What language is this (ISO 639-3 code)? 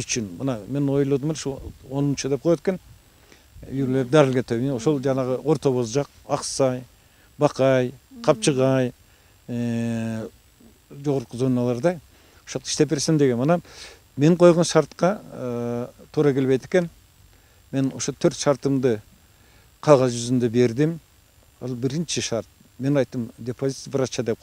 kir